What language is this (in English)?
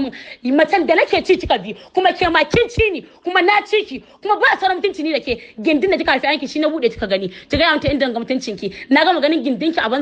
Hausa